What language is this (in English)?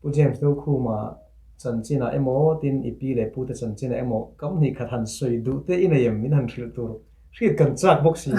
Mizo